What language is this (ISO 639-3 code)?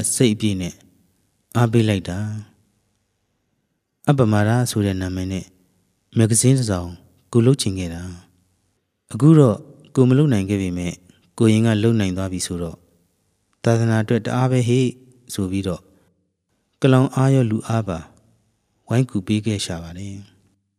mya